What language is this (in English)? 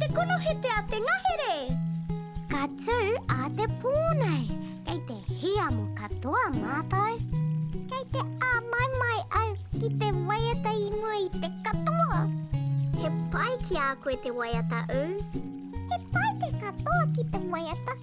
Māori